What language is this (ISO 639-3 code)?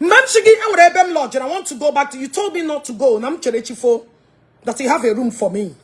ibo